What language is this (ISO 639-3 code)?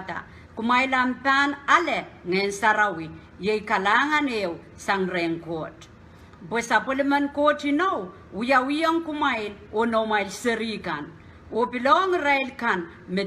pon